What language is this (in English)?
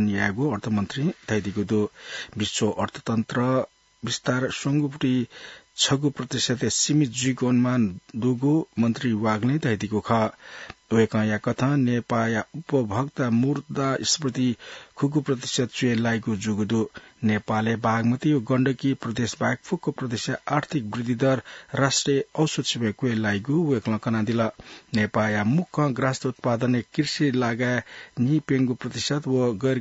Newari